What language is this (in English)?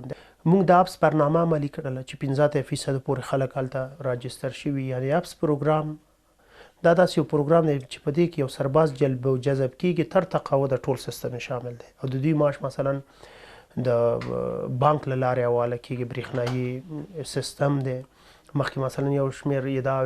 Pashto